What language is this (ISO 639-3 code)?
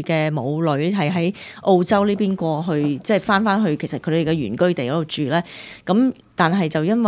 yue